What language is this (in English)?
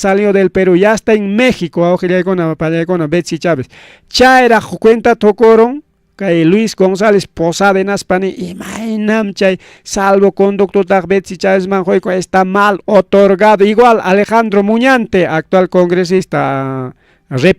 Ayacucho Quechua